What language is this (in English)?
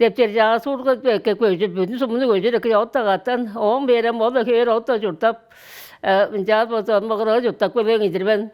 Tuvinian